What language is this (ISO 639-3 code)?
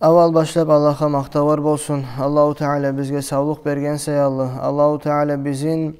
kum